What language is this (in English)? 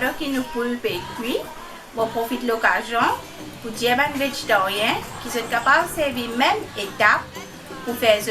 Morisyen